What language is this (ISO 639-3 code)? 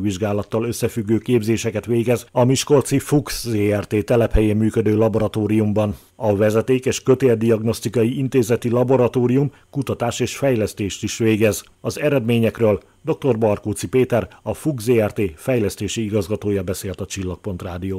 hun